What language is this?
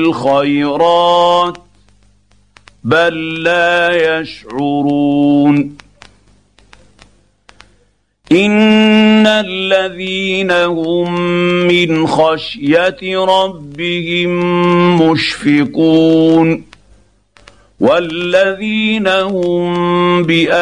Arabic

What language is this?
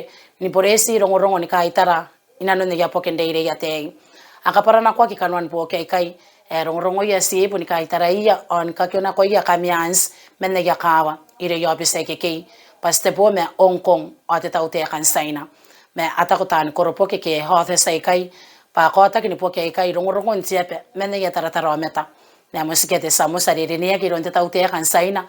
Gilbertese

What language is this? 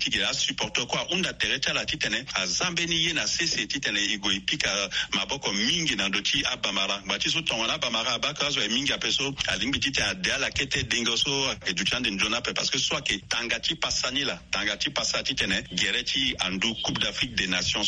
Sango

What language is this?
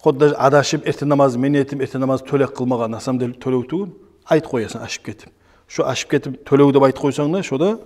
Kumyk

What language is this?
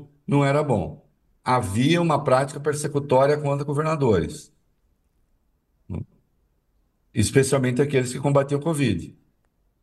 Portuguese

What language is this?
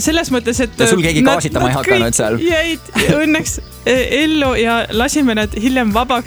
Estonian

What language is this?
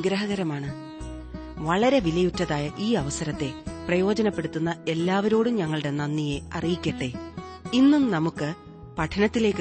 Malayalam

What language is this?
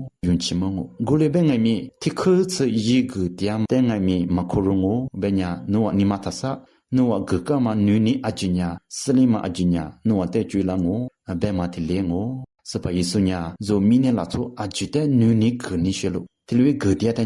Lisu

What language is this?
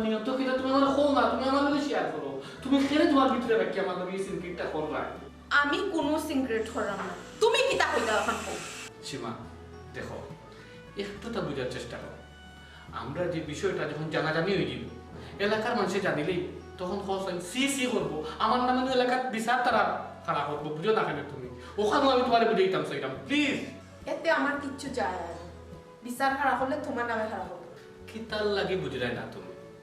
Sylheti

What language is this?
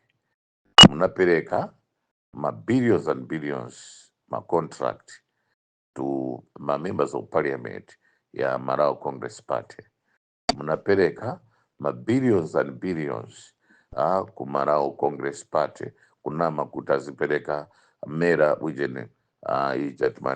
Nyanja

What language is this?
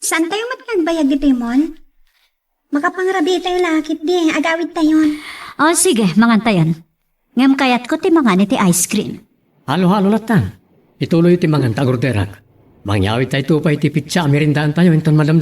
Iloko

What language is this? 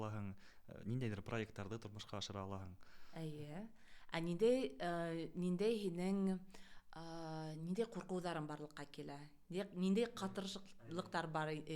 Bashkir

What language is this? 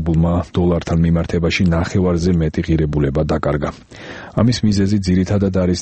Georgian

